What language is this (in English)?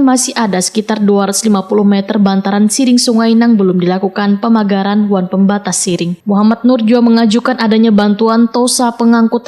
Banjar